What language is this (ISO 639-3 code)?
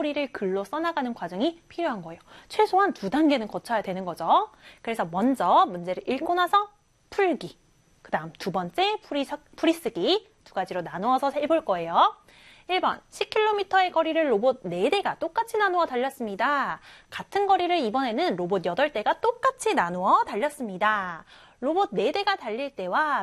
kor